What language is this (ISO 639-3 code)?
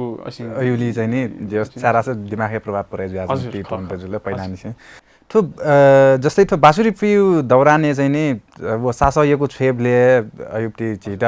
new